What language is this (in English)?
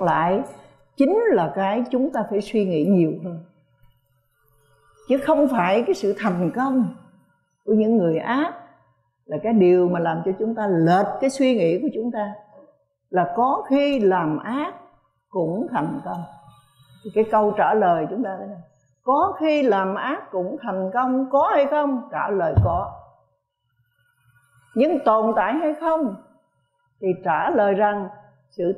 Vietnamese